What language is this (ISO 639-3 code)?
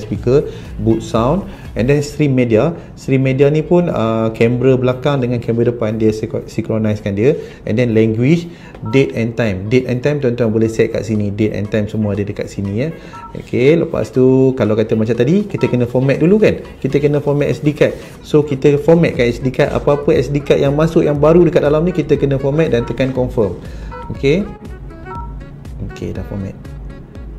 msa